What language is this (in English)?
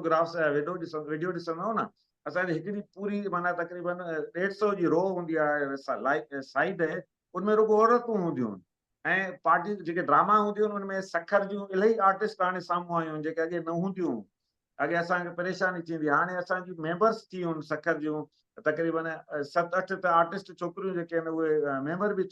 Sindhi